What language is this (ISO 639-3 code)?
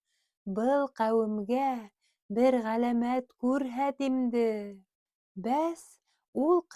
bak